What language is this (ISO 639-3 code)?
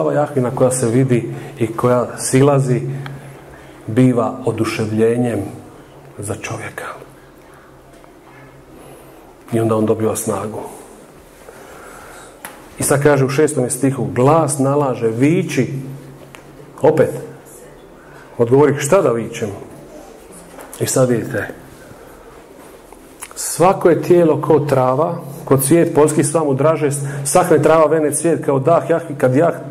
hrv